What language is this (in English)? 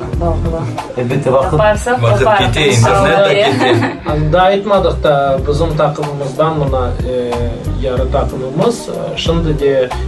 Crimean Tatar